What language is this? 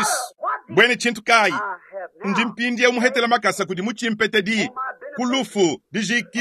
Luba-Lulua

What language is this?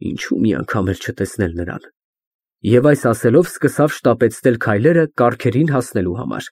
Armenian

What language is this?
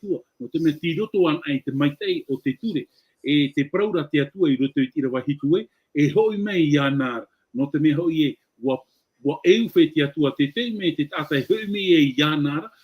Tahitian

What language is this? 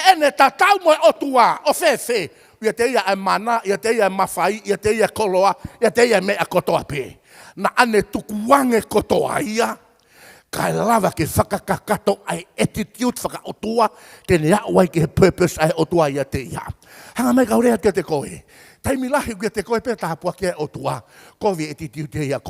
Tongan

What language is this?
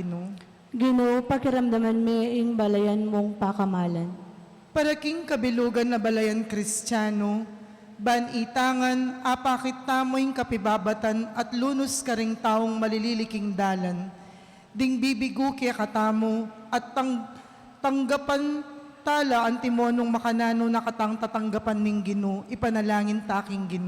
Pampanga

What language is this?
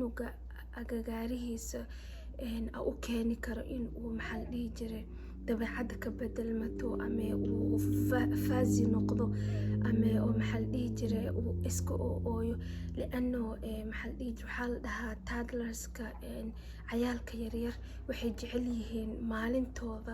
Somali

